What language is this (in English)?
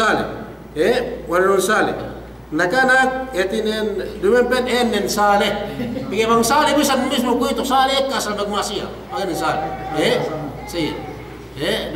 Yakan